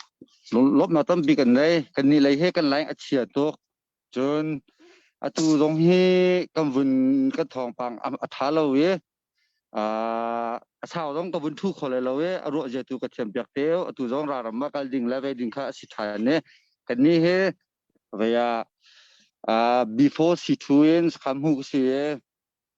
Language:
Hakha Chin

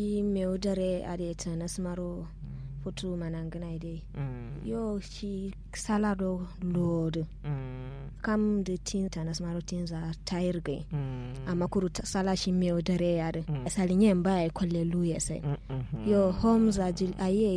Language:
Kanuri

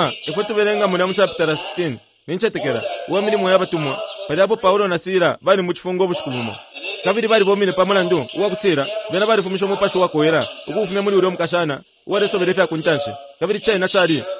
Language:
Bemba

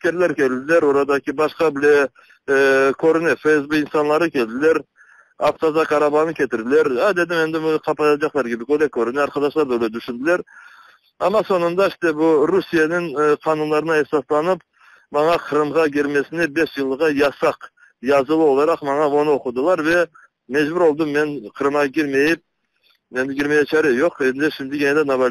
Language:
Crimean Tatar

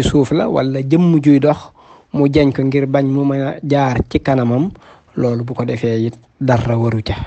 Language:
Wolof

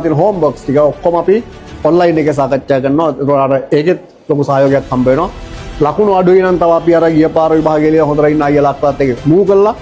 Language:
Sinhala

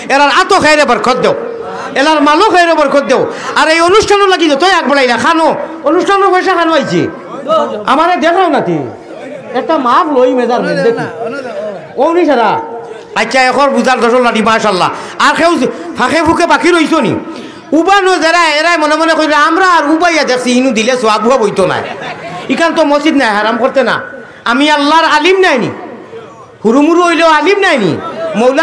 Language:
Sylheti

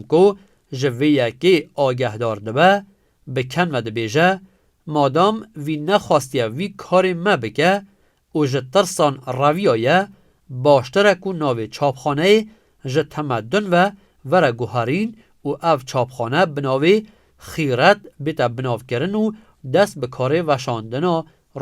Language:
Kurdish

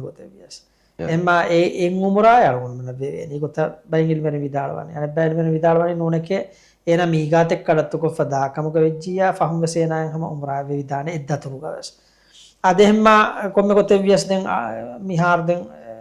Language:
Divehi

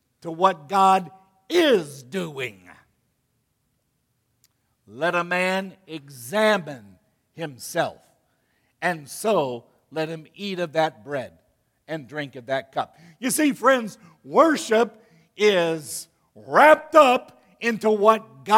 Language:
English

